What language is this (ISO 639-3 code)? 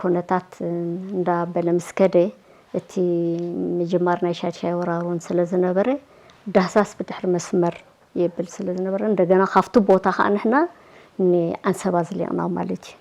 tir